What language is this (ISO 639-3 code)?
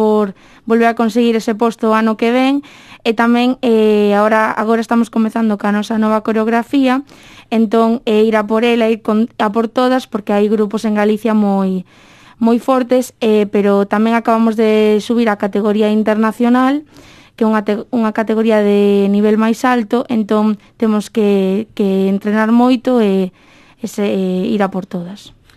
glg